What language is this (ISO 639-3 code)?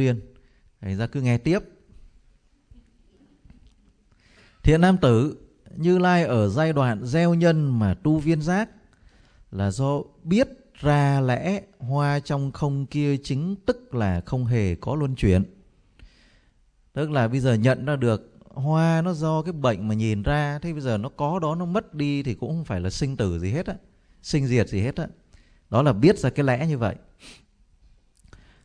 vie